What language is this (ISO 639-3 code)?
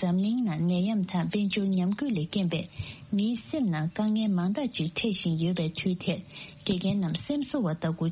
bod